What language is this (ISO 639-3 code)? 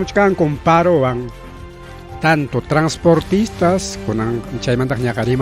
quy